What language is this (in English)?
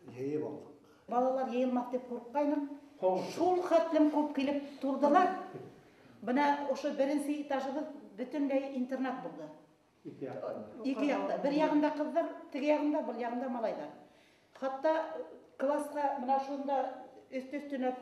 Bashkir